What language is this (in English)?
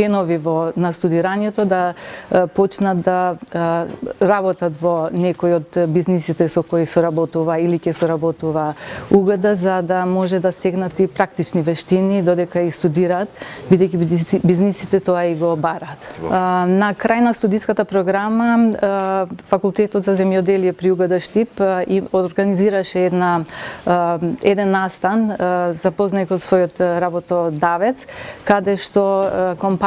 Macedonian